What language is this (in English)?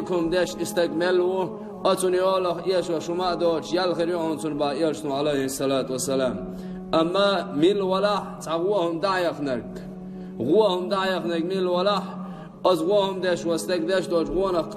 Chechen